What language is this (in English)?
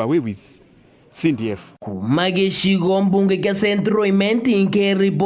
Meru